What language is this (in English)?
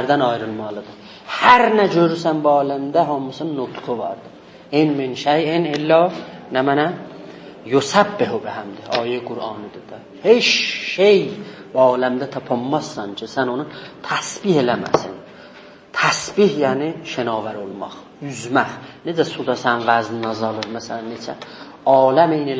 South Azerbaijani